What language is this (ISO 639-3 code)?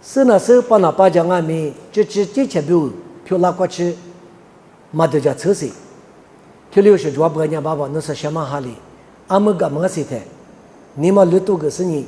lis